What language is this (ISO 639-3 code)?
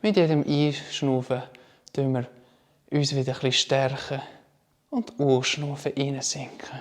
gsw